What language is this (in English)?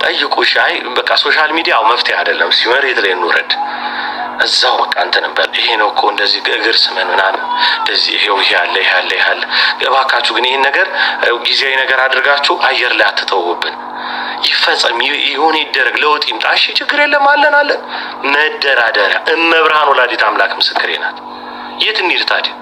Amharic